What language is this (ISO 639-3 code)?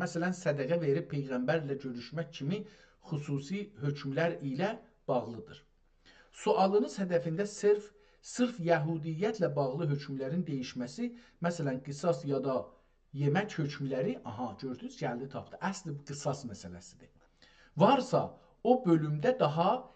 azb